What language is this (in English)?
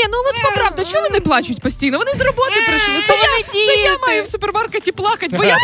Ukrainian